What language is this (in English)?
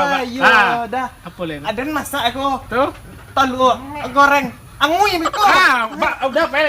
Minangkabau